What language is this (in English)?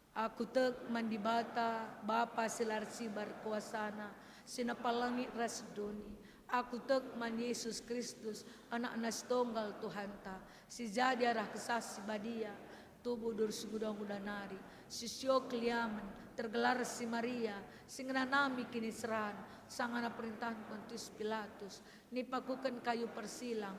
Batak Karo